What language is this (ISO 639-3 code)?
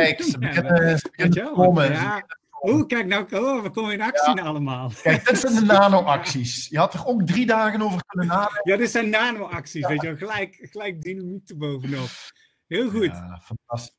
nld